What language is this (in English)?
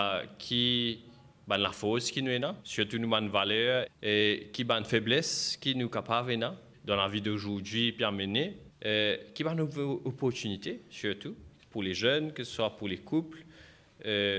Morisyen